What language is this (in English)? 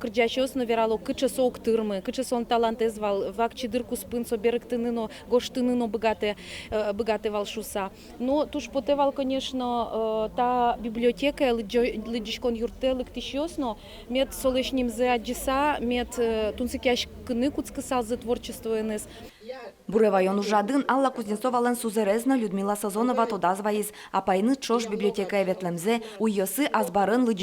Udmurt